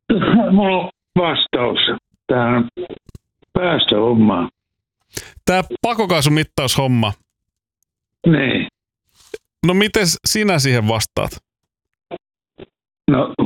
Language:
Finnish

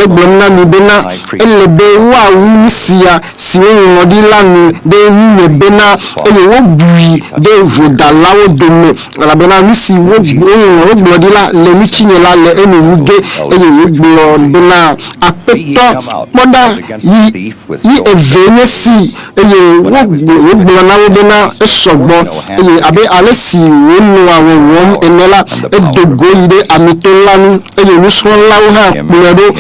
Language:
Ewe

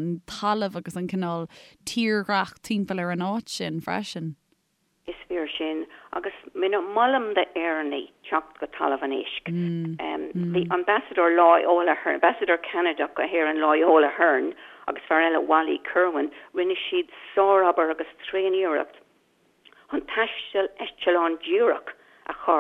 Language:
Irish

